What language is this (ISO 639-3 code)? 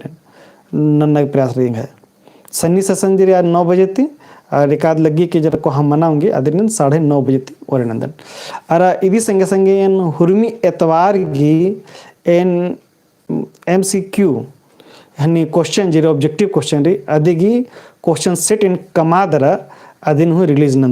kru